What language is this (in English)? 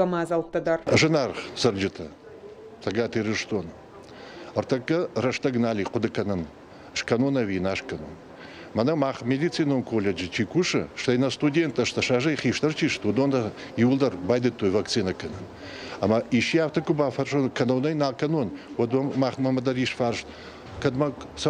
Ossetic